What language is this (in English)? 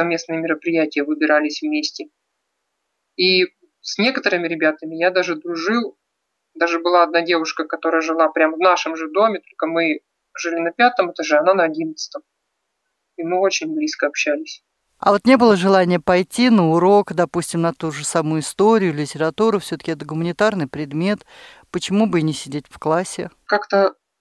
Russian